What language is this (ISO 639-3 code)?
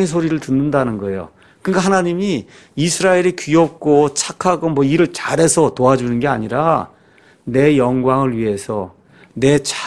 kor